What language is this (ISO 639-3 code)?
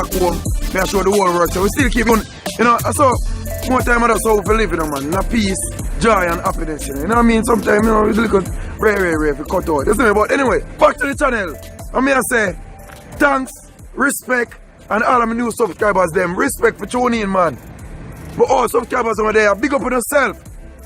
jam